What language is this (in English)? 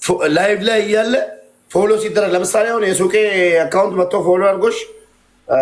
Amharic